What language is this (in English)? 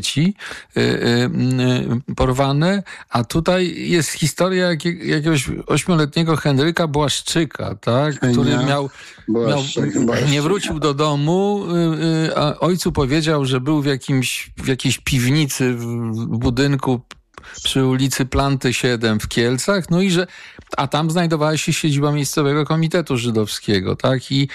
Polish